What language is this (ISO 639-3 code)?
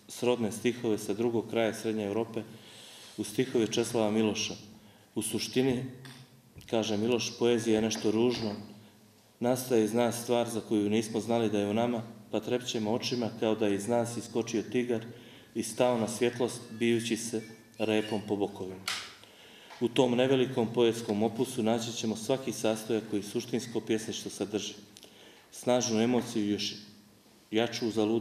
srp